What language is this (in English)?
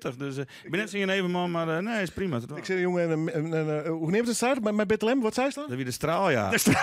Western Frisian